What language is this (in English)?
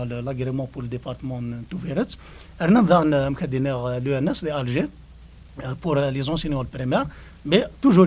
Kabyle